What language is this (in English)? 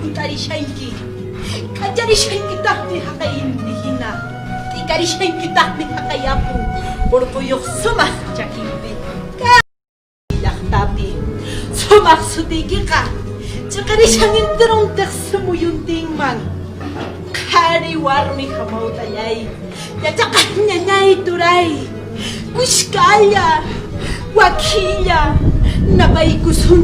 Quechua